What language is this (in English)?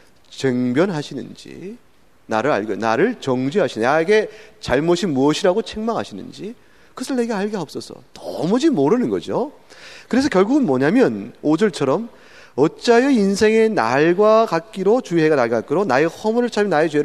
Korean